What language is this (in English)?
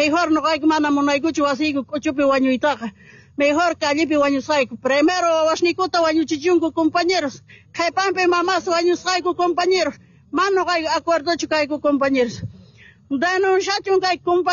Quechua